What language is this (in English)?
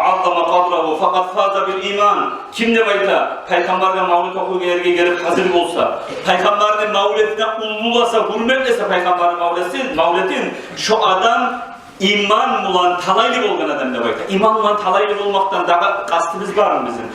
Kumyk